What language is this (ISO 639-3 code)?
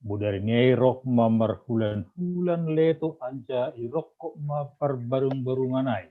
bts